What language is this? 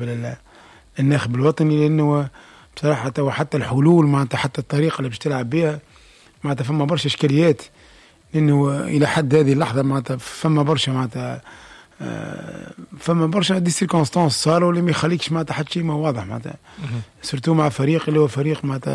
Tunisian Arabic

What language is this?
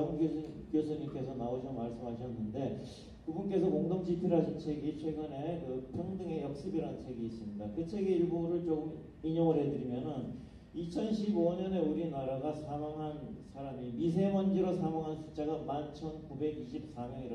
Korean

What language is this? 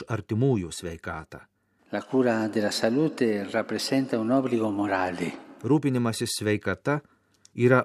Lithuanian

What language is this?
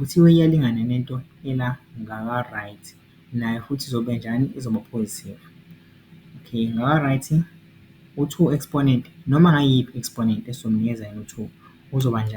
Zulu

